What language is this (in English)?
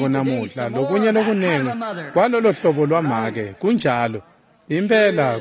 Swati